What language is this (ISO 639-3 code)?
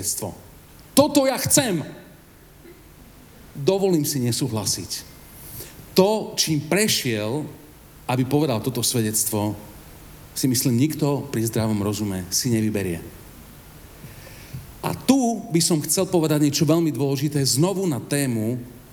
slk